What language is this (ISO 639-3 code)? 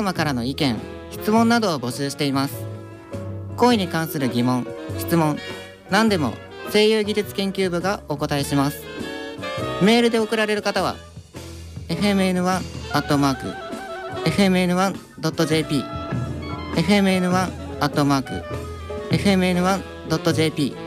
jpn